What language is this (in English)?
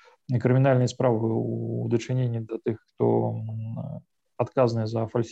Belarusian